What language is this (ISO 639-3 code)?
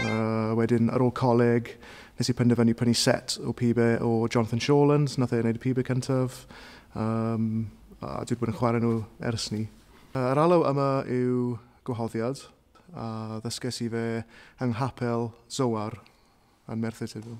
cym